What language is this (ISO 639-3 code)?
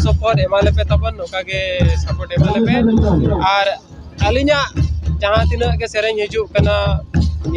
sat